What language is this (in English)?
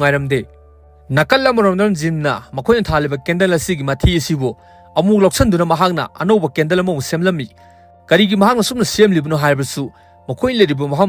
Manipuri